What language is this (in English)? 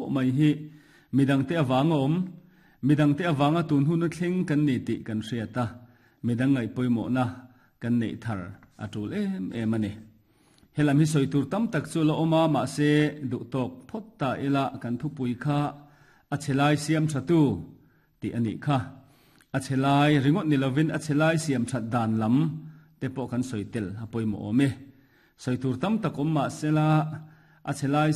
Mizo